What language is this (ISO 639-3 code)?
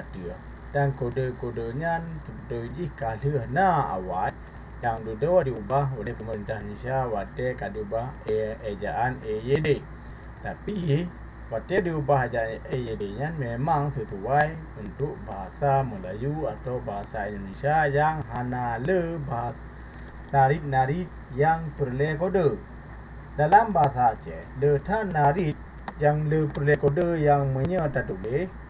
ace